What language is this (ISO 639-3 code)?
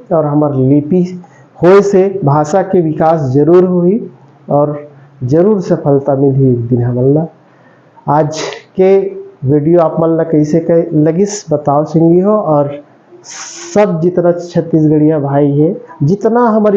hne